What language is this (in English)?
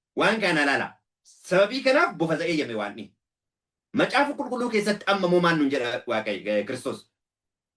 Oromo